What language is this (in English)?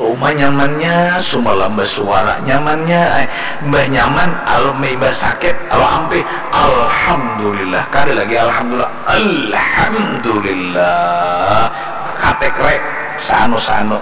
Banjar